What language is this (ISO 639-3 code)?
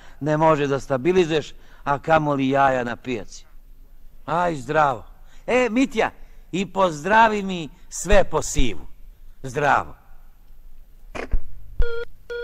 srp